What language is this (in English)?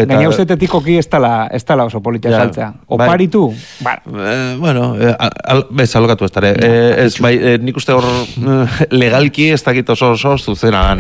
Basque